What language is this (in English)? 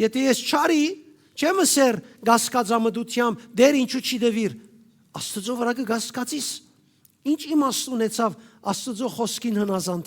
Western Armenian